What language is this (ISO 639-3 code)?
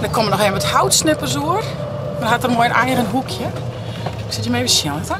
fry